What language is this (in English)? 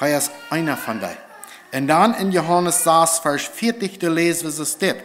Plautdietsch